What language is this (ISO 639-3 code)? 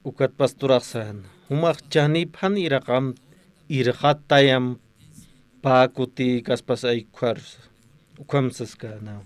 aym